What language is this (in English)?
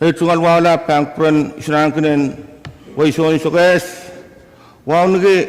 Pohnpeian